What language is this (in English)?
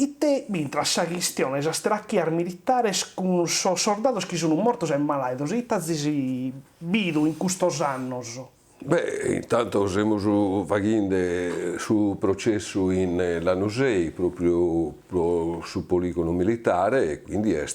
Sardinian